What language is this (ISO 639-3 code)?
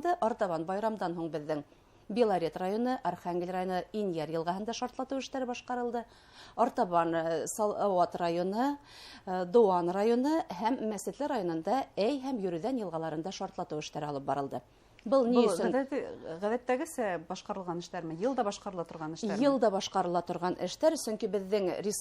bak